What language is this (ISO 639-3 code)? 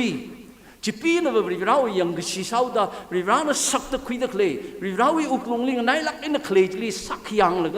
nmf